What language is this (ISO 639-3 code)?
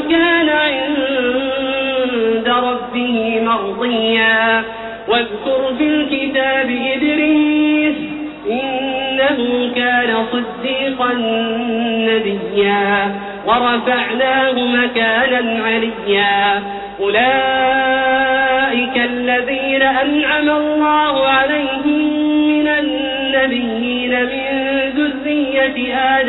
ara